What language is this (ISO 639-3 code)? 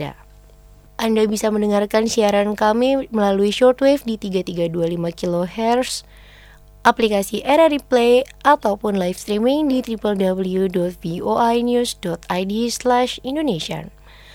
ind